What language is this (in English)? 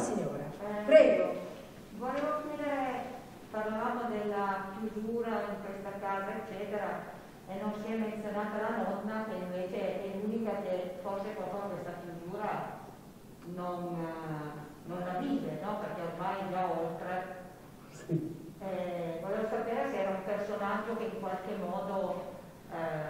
Italian